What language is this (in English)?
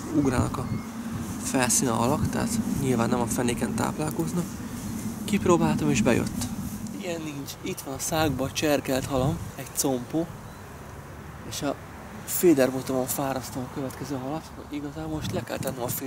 Hungarian